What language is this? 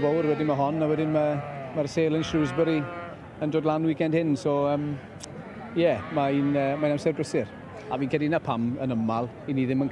Welsh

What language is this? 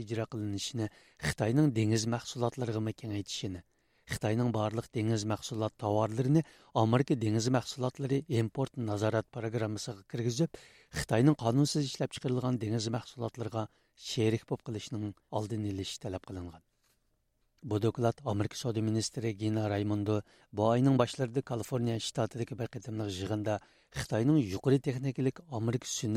Uyghur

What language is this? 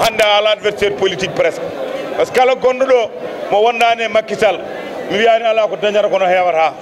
Fula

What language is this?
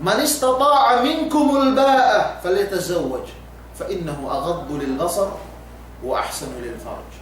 Yakan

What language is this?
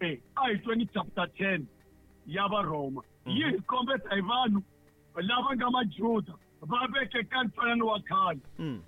Tsonga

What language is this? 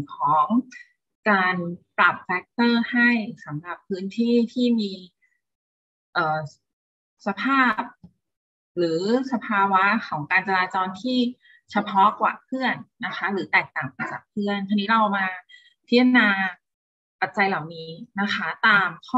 Thai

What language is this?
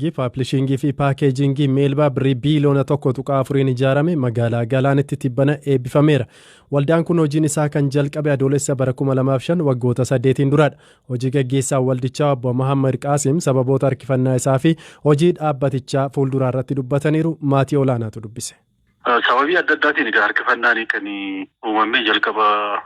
Oromo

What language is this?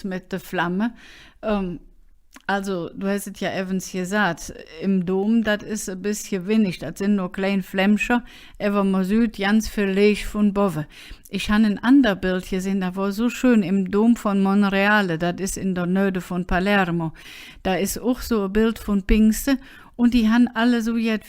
Colognian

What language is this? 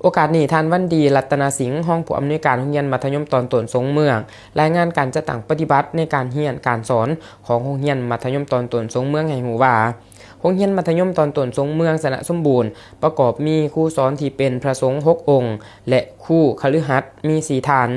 Lao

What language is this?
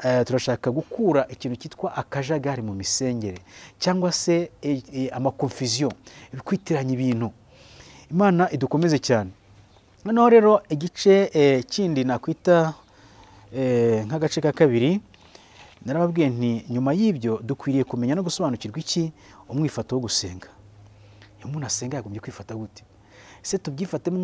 Kinyarwanda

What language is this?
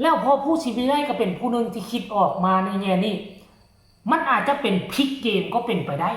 Northeastern Thai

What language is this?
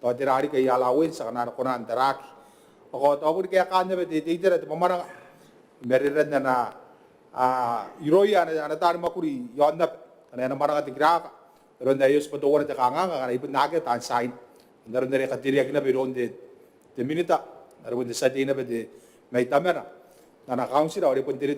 Gilbertese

